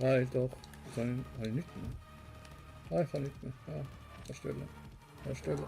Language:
Swiss German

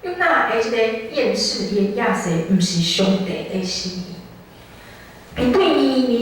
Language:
Min Nan Chinese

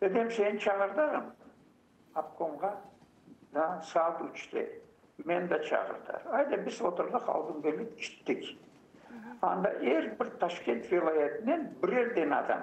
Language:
Crimean Tatar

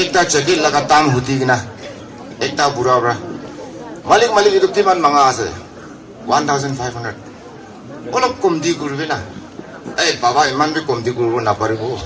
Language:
Naga Pidgin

